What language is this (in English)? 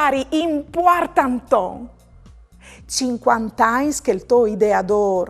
Friulian